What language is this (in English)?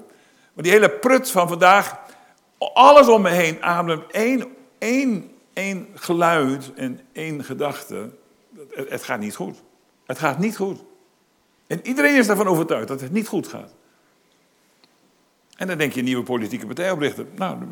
Dutch